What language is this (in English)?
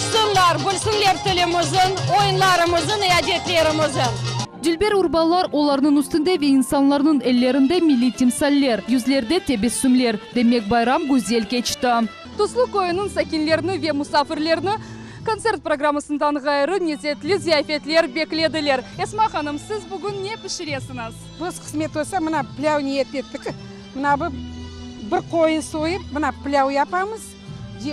Crimean Tatar